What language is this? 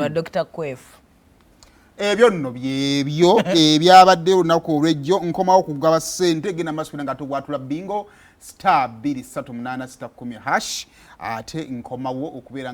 Ganda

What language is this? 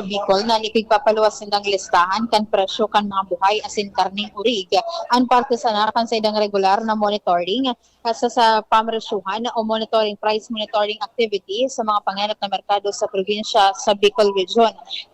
Bikol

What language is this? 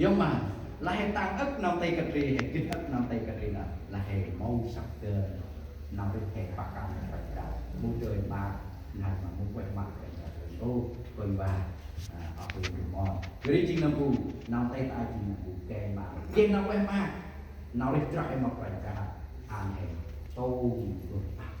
Central Mnong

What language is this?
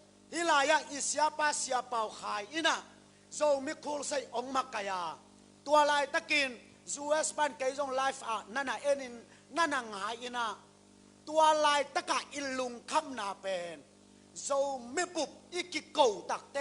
Tedim Chin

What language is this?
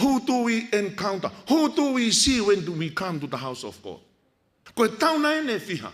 Tongan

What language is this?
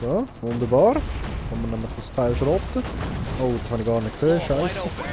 Swiss German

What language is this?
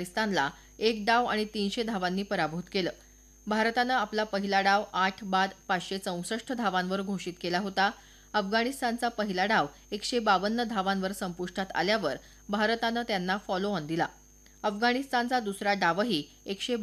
Marathi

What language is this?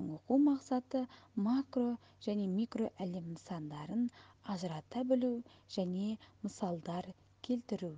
Kazakh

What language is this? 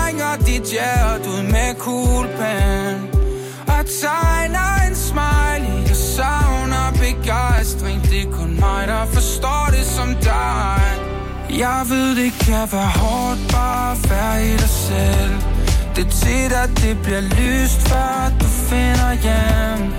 Danish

